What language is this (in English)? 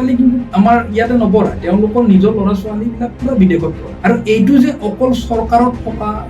Assamese